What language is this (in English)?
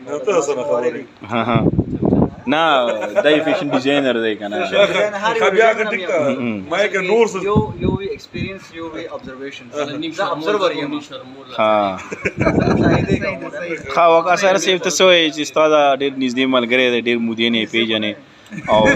Pashto